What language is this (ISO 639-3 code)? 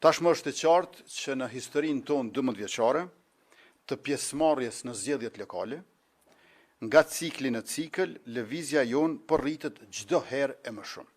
sqi